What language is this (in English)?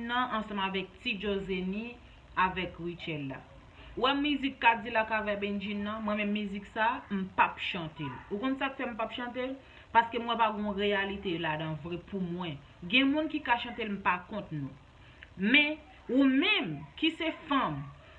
Haitian Creole